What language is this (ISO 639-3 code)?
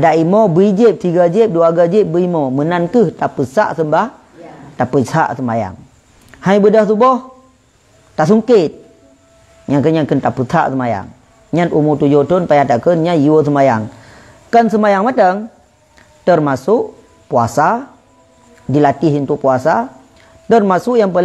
ace